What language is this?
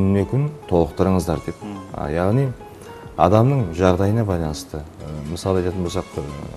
Kazakh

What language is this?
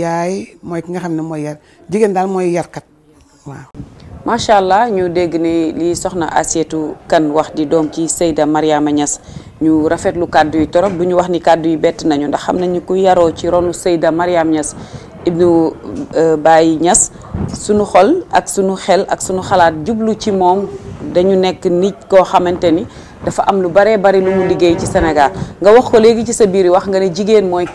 Wolof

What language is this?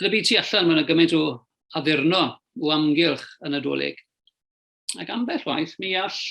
Welsh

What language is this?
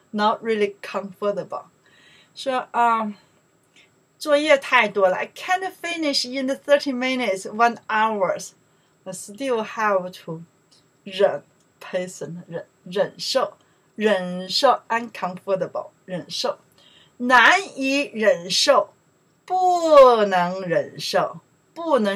Chinese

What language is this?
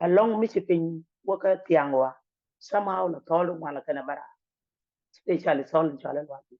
Nuer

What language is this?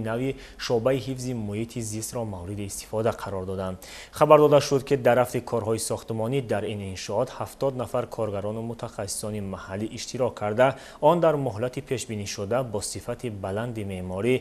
Tajik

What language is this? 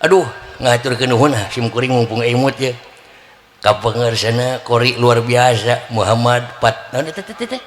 Sundanese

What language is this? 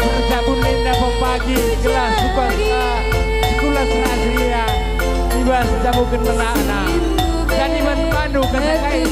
Batak Karo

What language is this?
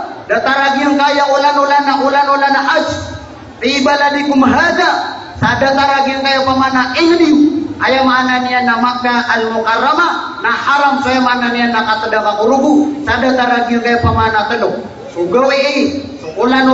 Maranao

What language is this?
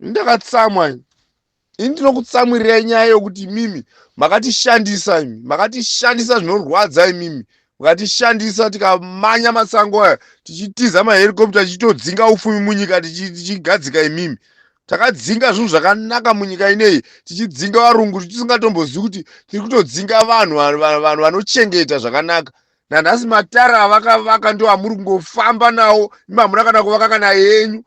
Shona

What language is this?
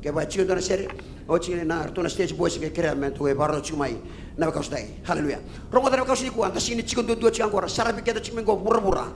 Fijian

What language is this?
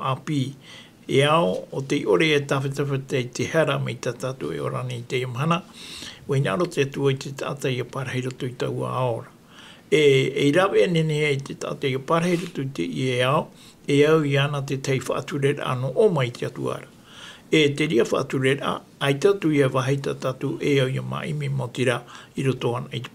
Tahitian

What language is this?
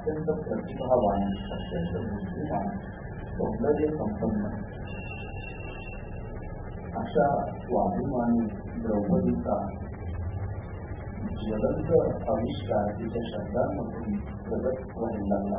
Marathi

